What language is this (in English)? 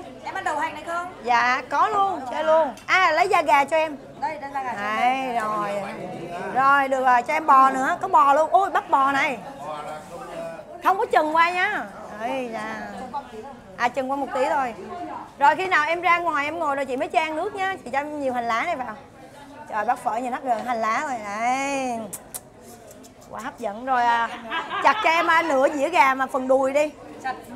Vietnamese